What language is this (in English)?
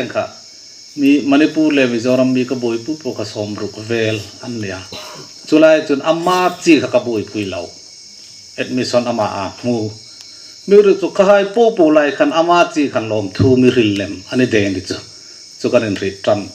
Hmar